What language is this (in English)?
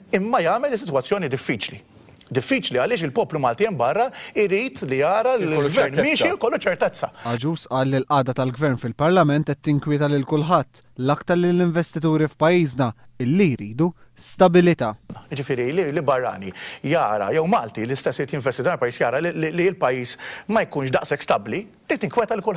Maltese